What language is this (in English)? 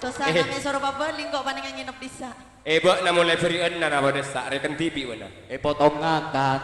Madurese